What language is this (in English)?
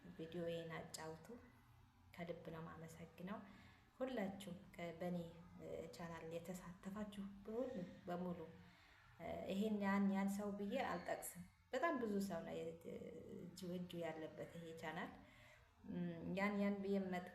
Amharic